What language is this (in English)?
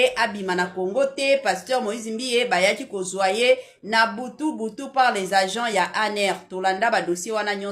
Lingala